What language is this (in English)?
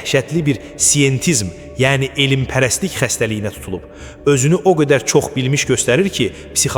Azerbaijani